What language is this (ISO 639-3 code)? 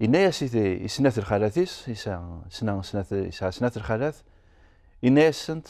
kab